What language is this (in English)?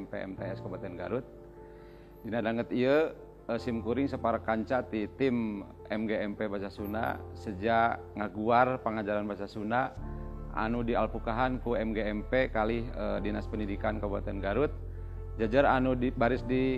Sundanese